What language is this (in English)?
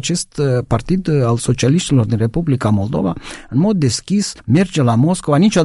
Romanian